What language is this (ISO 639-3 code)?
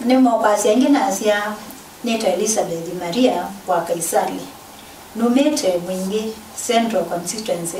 kam